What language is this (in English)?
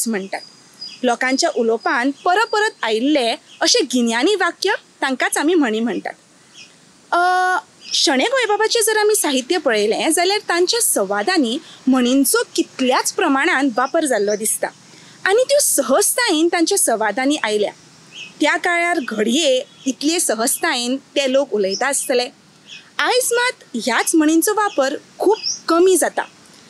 Konkani